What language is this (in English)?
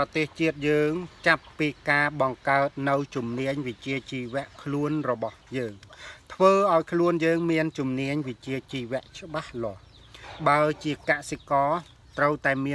Khmer